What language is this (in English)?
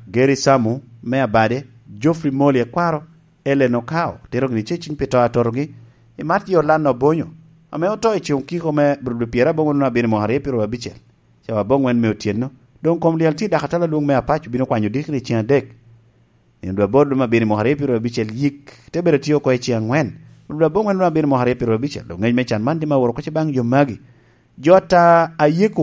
Lango (Uganda)